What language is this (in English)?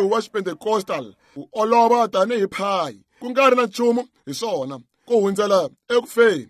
Tsonga